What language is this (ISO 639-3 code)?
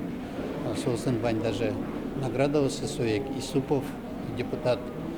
udm